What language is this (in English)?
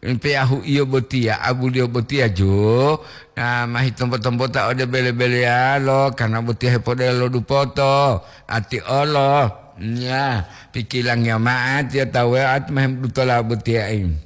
Gorontalo